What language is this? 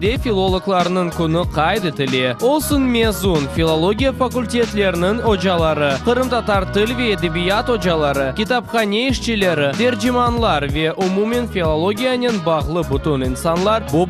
Crimean Tatar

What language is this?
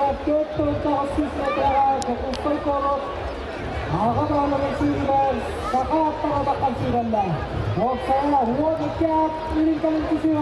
Yakut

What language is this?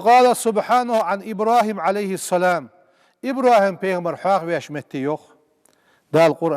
Ingush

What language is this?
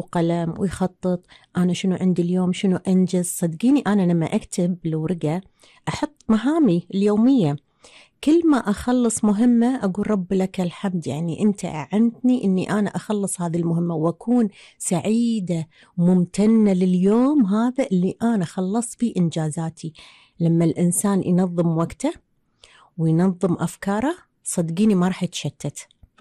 Gulf Arabic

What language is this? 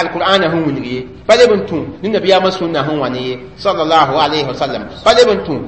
Mossi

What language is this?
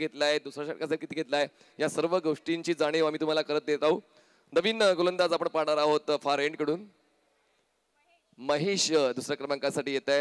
Marathi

